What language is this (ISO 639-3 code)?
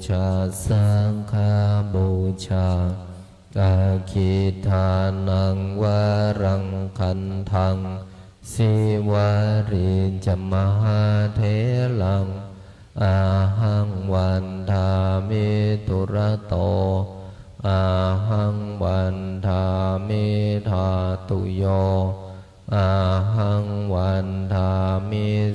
pli